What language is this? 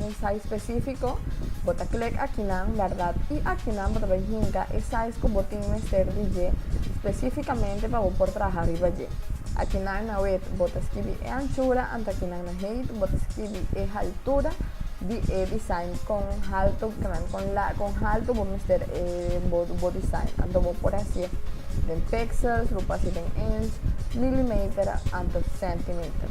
Papiamento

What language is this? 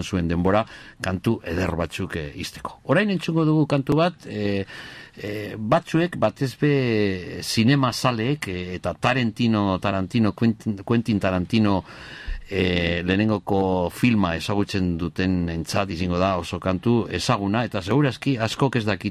Basque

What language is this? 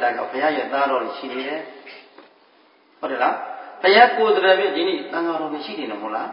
Burmese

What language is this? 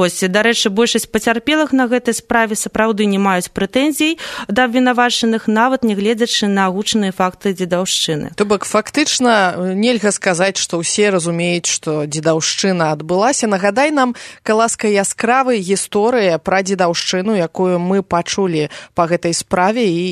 Belarusian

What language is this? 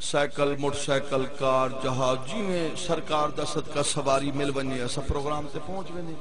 Saraiki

